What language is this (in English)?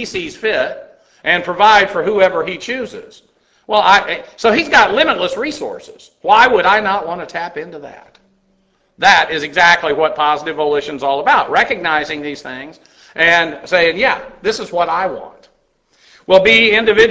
English